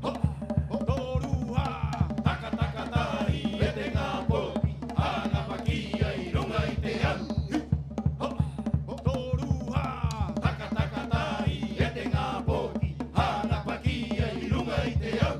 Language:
Rapanui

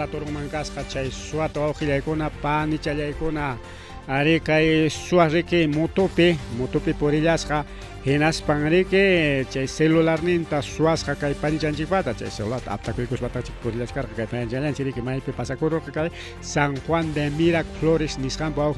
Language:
Ayacucho Quechua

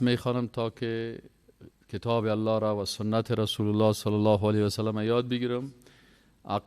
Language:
Persian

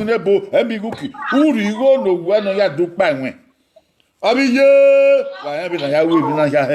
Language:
Bini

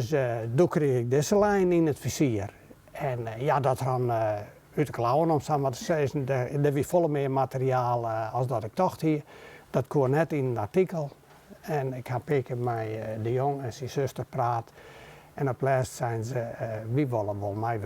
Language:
Western Frisian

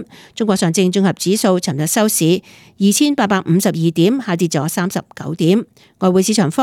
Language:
Cantonese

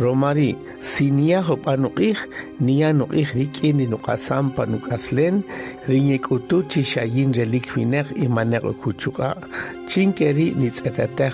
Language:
Kaqchikel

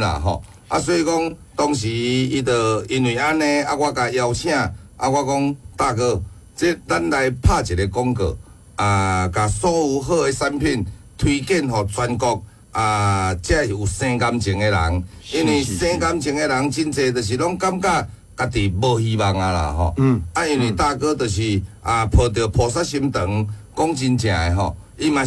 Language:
Min Nan Chinese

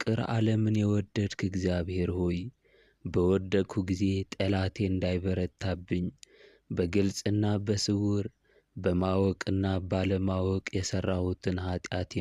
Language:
Amharic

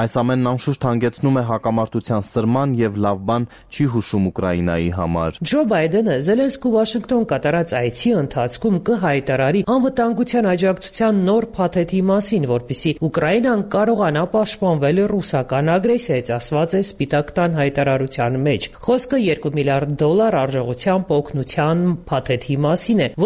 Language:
Armenian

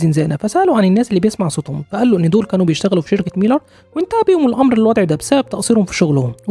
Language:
Egyptian Arabic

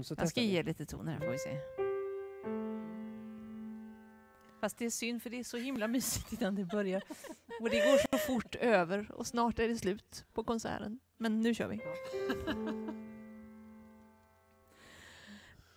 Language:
Swedish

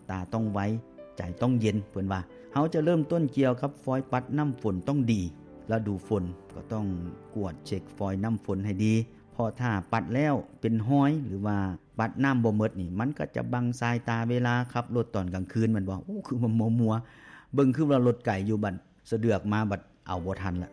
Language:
Lao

